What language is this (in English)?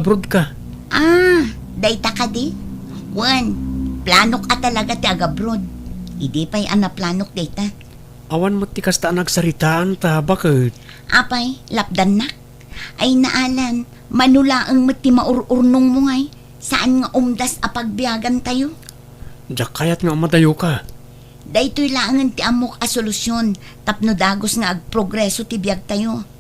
Iloko